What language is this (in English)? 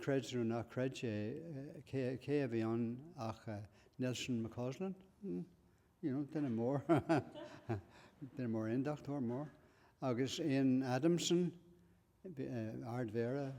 Irish